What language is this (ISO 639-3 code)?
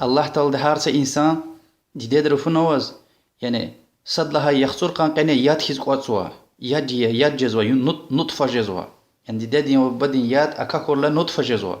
lez